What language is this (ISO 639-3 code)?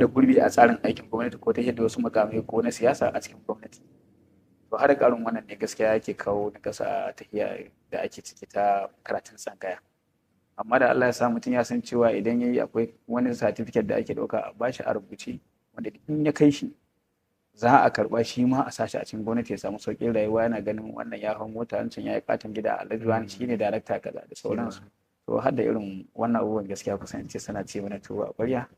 hau